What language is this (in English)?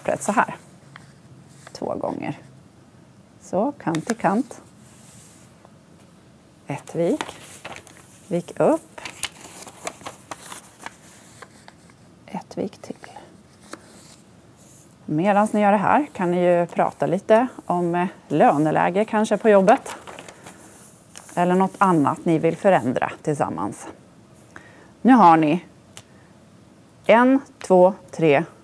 Swedish